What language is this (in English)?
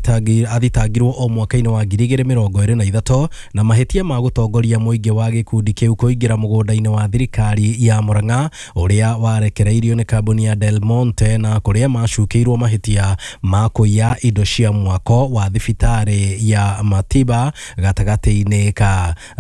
Kikuyu